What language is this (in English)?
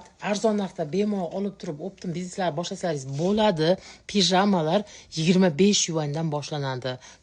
Uzbek